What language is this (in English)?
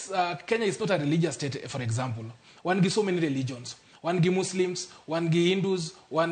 Luo (Kenya and Tanzania)